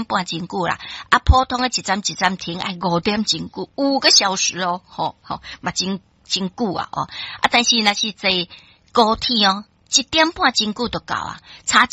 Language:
Min Nan Chinese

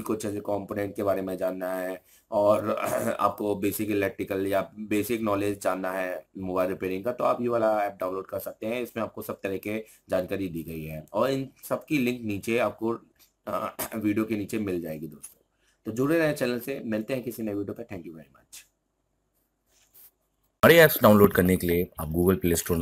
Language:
Hindi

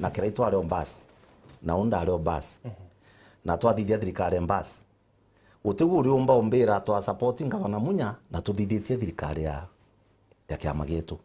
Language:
Meru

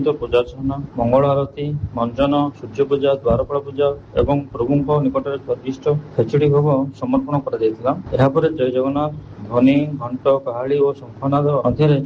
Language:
Odia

